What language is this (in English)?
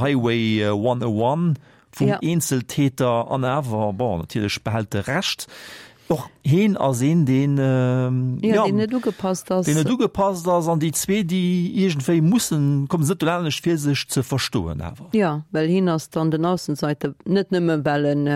Luxembourgish